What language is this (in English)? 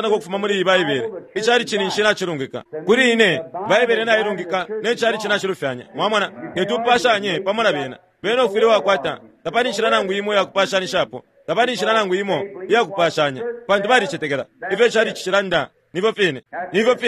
Bemba